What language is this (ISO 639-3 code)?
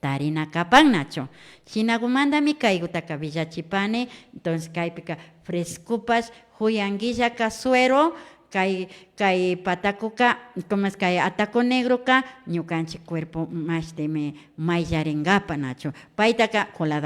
qvi